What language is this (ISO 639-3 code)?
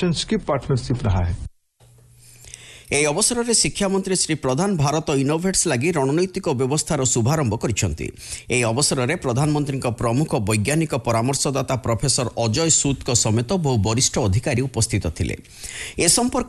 ori